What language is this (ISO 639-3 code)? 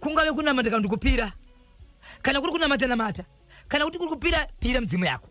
sna